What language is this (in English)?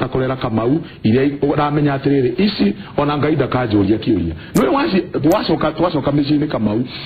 Kikuyu